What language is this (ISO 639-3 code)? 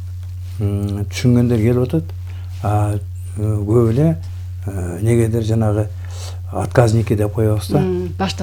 kir